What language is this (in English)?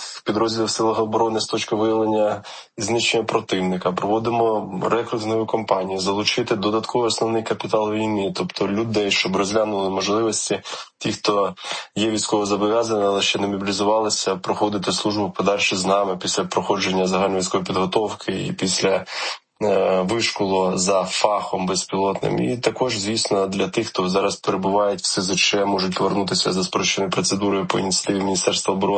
Ukrainian